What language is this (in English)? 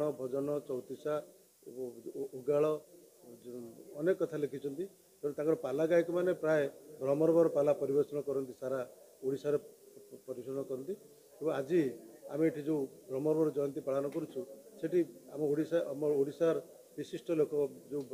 Odia